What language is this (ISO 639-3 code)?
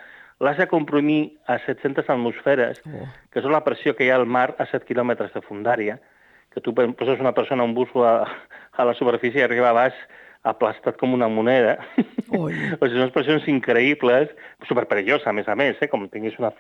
cat